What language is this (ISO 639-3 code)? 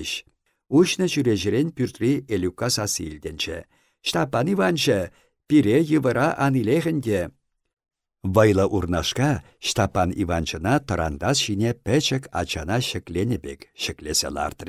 chv